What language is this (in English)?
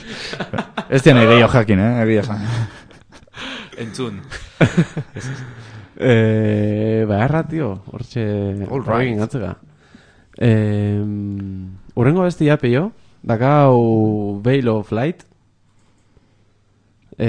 Basque